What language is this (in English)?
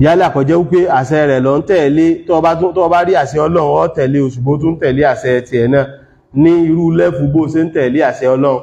Yoruba